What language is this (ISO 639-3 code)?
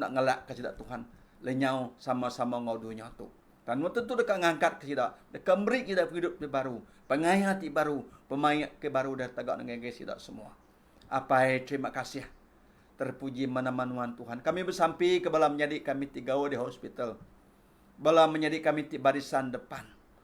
iba